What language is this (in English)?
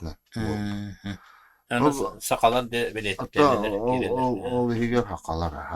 Yakut